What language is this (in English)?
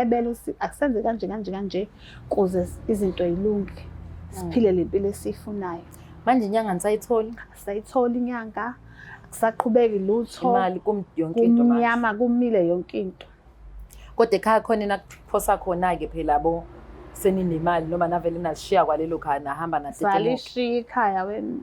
Zulu